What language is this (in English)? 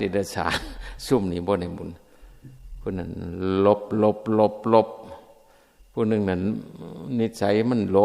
Northeastern Thai